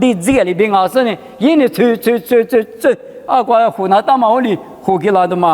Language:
Lisu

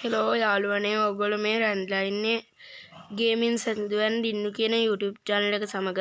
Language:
Sinhala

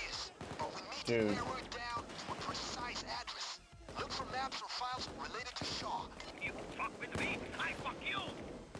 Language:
English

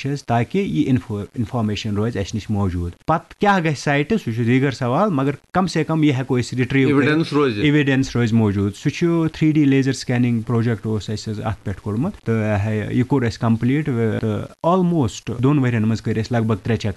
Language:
Kashmiri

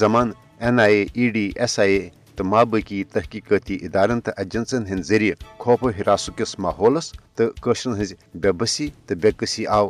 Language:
Kashmiri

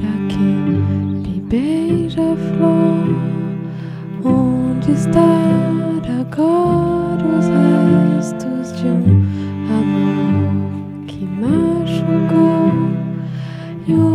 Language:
Portuguese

